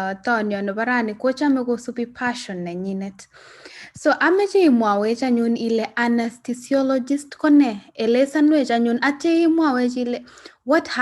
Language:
Kalenjin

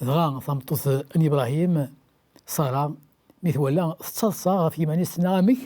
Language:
Kabyle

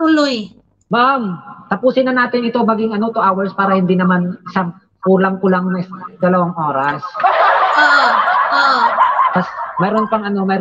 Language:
Filipino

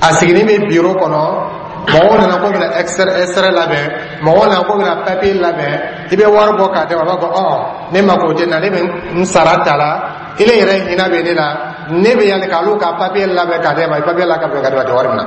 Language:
Dyula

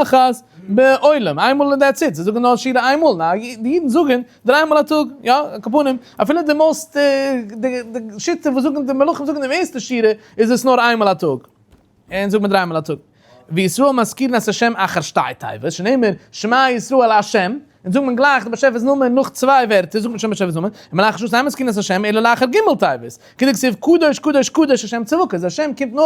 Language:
Yiddish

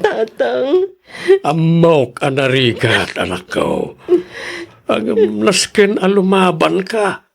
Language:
Iloko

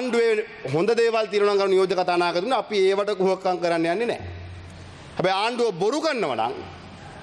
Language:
Sinhala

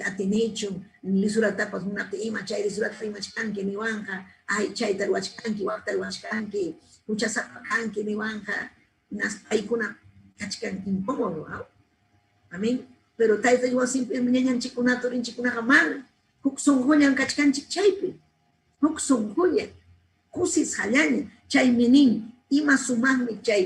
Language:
Ayacucho Quechua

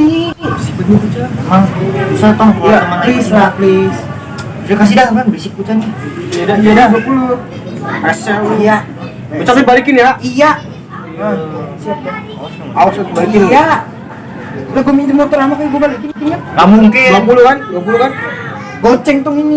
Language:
Betawi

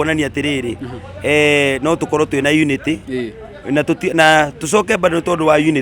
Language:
Kikuyu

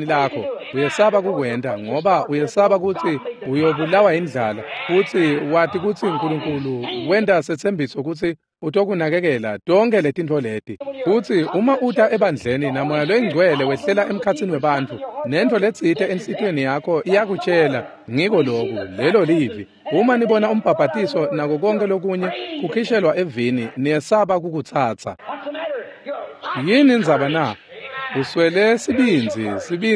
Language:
Swati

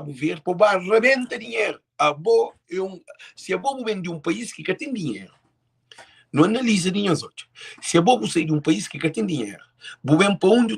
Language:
Kabuverdianu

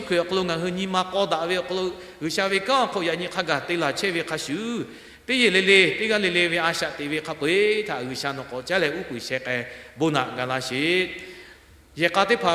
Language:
Lahu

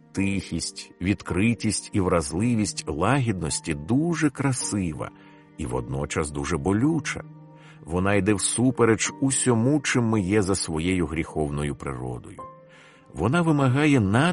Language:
Ukrainian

